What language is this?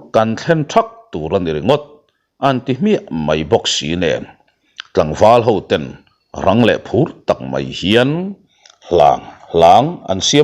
Mizo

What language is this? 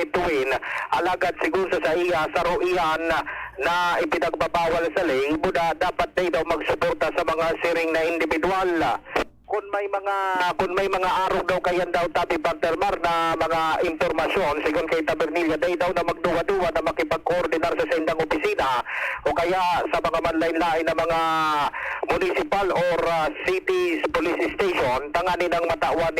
Bikol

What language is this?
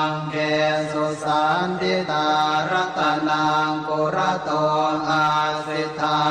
Pali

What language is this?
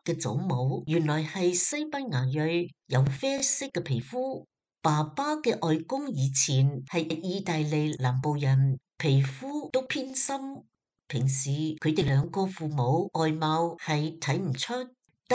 Cantonese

